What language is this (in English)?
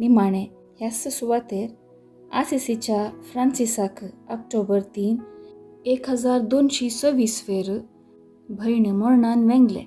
Konkani